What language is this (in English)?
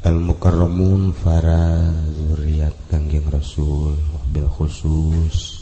Sundanese